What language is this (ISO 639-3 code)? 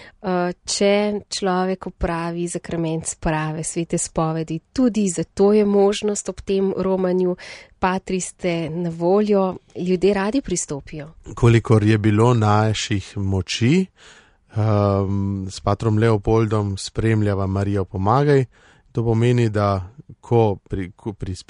slv